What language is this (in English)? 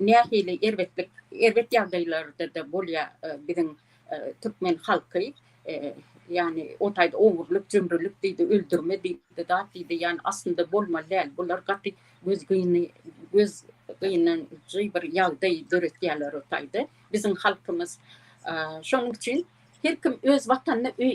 Turkmen